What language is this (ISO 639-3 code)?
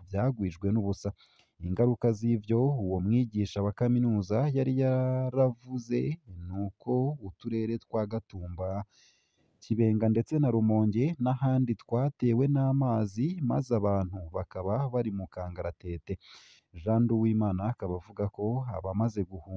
run